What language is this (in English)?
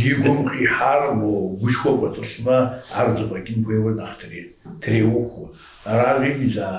Kabardian